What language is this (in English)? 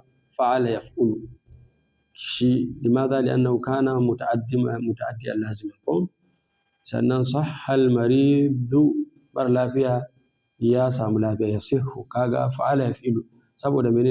Hausa